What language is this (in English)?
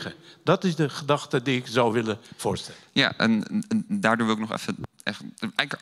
Dutch